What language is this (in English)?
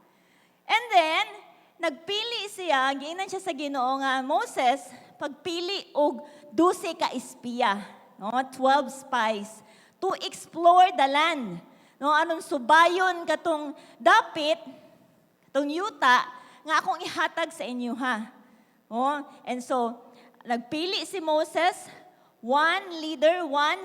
Cebuano